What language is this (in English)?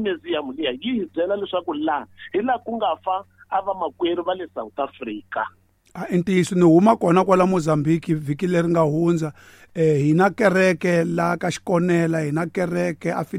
Tsonga